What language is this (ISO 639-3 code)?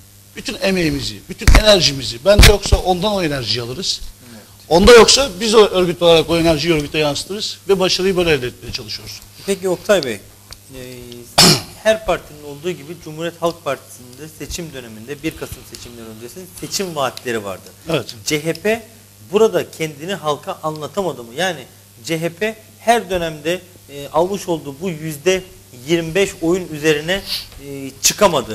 tur